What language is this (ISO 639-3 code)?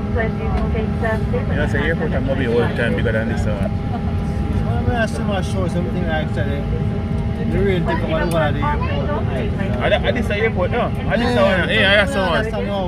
jam